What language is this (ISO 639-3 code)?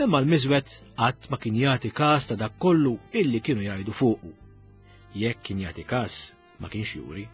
mlt